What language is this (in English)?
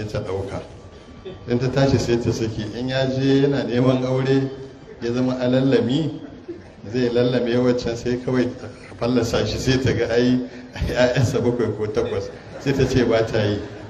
Hausa